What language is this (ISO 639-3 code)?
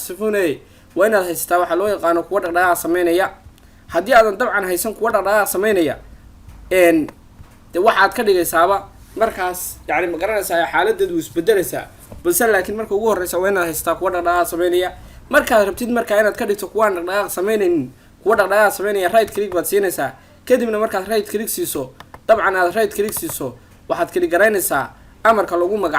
som